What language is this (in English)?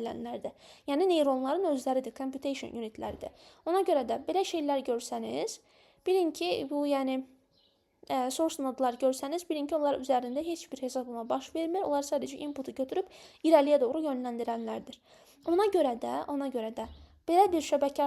Azerbaijani